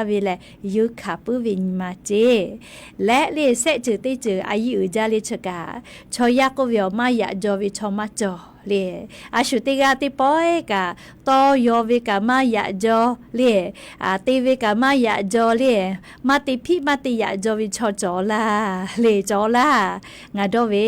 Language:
Lahu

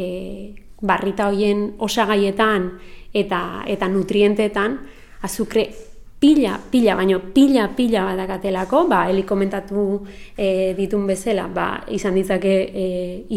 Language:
Basque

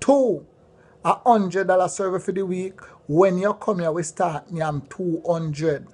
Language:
Jamaican Creole English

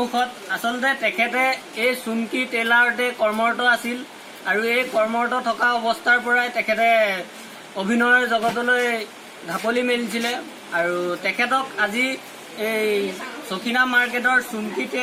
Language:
Assamese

